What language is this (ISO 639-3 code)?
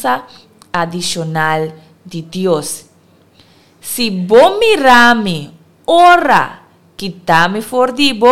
pap